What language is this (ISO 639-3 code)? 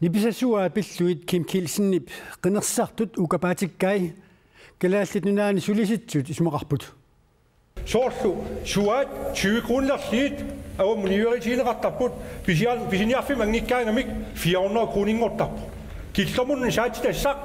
kal